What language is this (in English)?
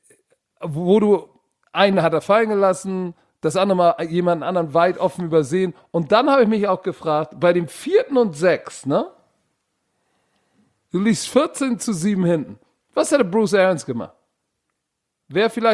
German